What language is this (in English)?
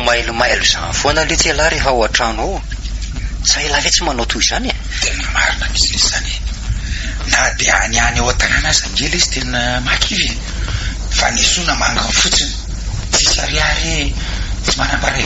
Malagasy